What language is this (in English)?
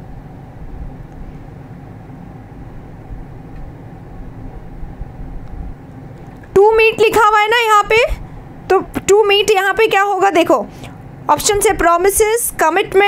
Hindi